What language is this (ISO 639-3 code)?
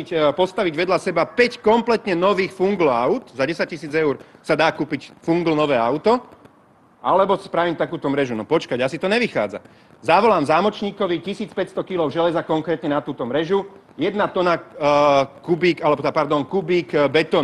slk